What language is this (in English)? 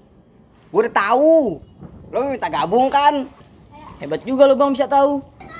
Betawi